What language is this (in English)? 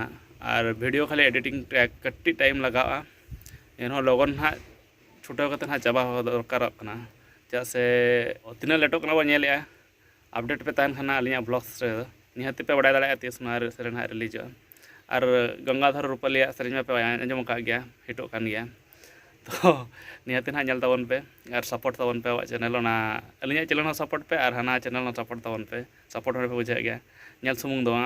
Santali